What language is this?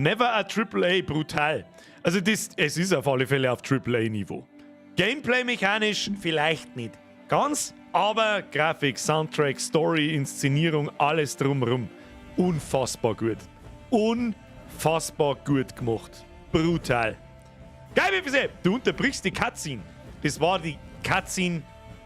Bavarian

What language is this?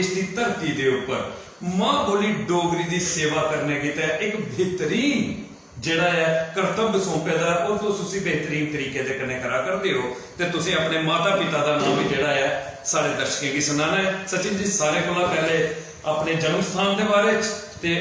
Dogri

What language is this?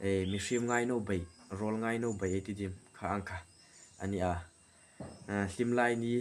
Hmar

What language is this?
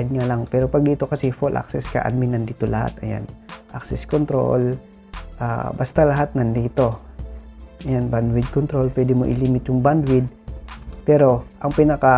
Filipino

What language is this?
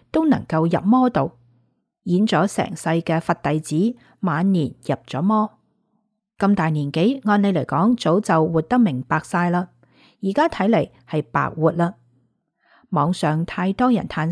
Cantonese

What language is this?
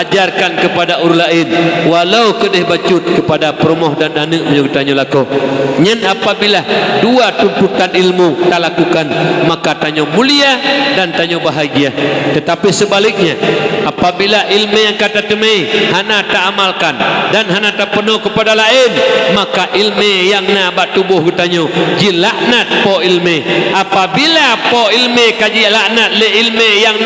Achinese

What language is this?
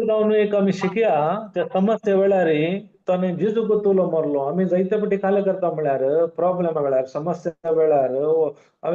Konkani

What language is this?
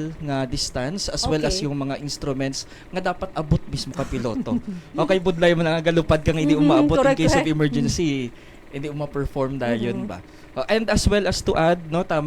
Hiligaynon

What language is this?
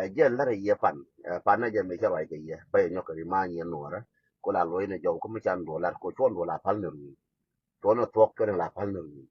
Nuer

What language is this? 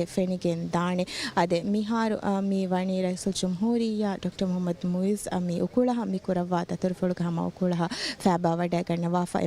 Divehi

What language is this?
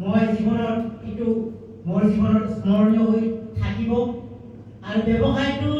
Assamese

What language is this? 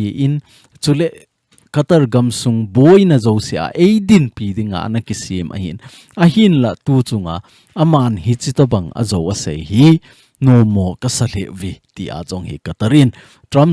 Thado Chin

